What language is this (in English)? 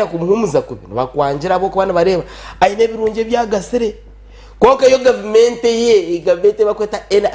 Nyankole